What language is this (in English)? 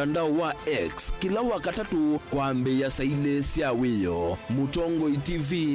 Kamba